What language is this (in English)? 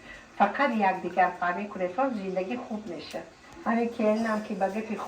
Tajik